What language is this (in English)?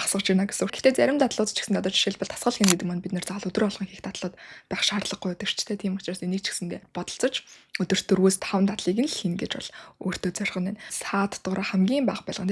Mongolian